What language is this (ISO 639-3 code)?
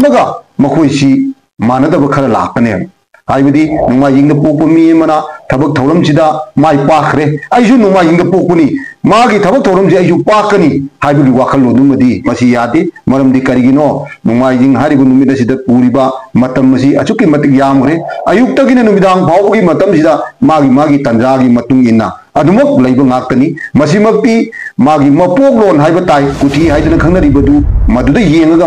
mni